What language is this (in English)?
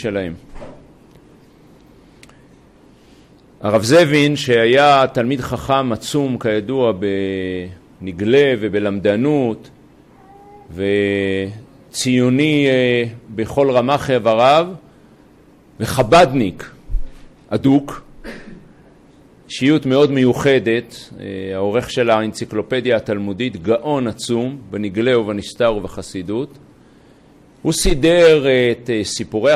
Hebrew